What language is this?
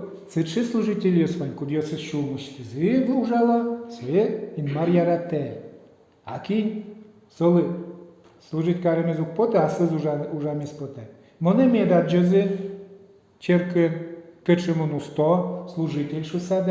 Udmurt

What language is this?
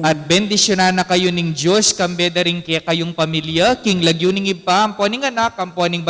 Pampanga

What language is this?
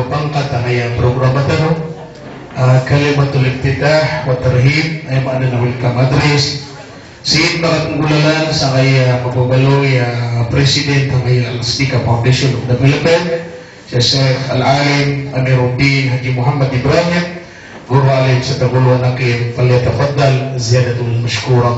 Maranao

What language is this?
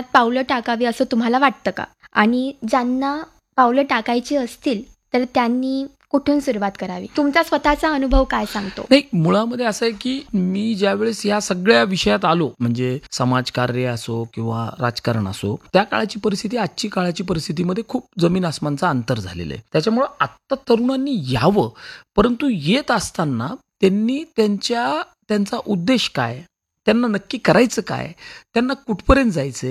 Marathi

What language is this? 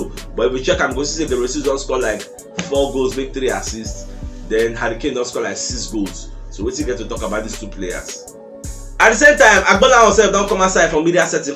Nigerian Pidgin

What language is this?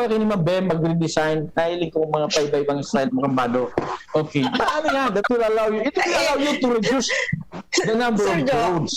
Bikol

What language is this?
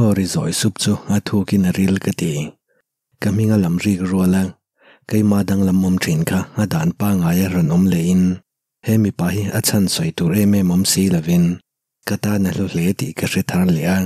Mizo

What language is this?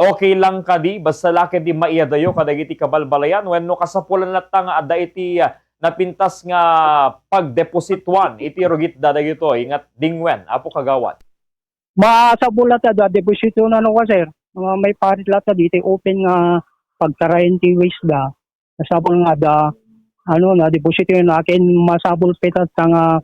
Iloko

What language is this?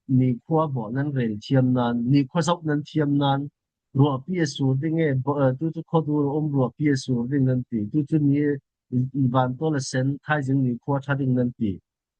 Falam Chin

